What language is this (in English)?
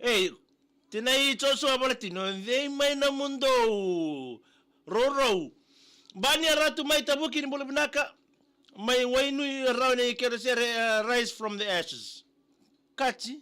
Fijian